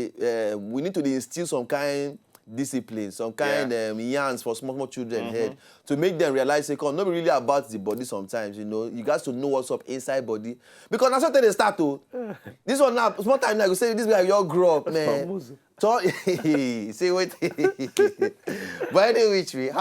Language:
Nigerian Pidgin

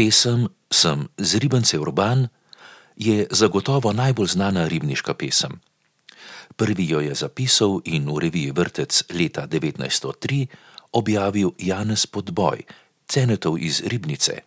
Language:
Slovenian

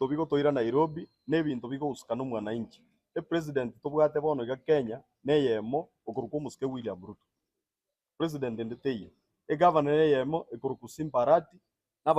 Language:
Gusii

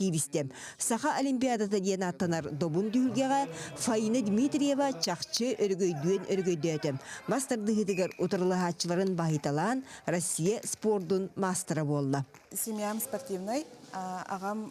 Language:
Yakut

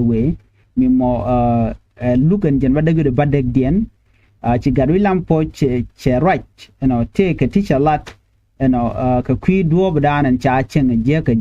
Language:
Nuer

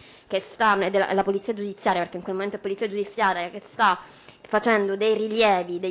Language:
Italian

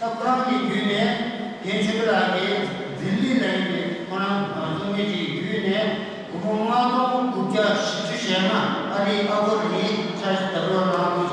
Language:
Tibetan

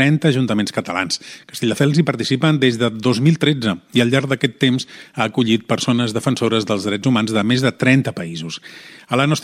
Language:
Catalan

